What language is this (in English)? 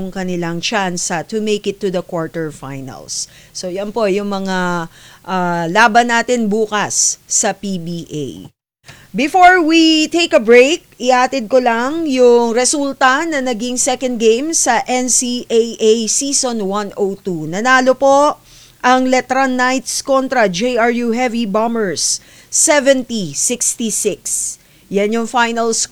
Filipino